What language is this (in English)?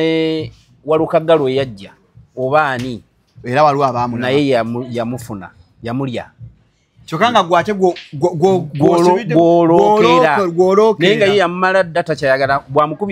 Ganda